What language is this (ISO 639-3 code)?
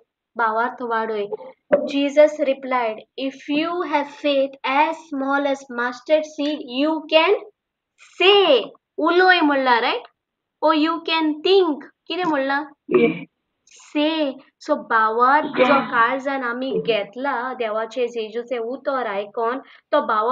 kok